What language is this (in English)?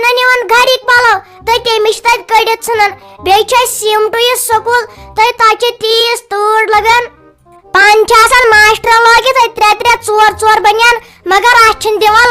Kashmiri